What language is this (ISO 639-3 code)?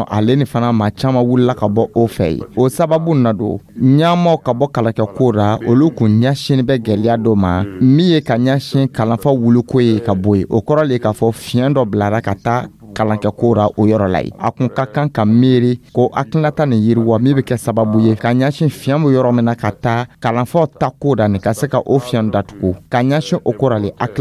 dyu